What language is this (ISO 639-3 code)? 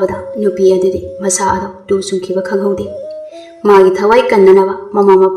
mni